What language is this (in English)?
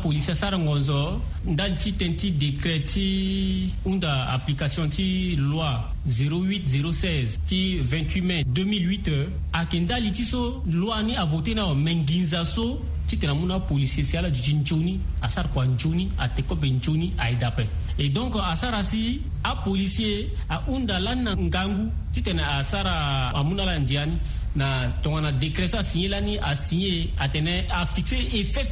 Sango